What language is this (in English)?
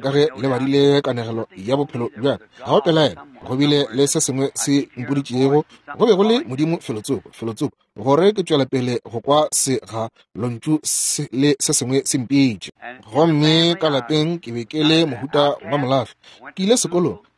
Northern Sotho